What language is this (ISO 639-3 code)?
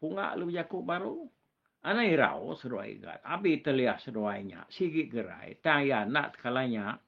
iba